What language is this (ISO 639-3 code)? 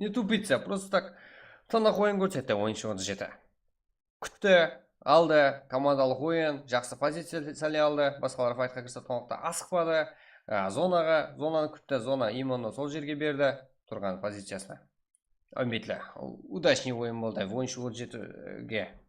kaa